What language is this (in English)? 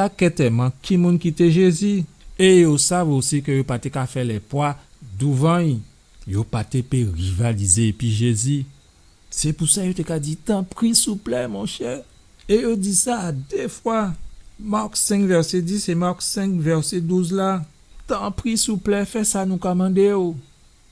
Guadeloupean Creole French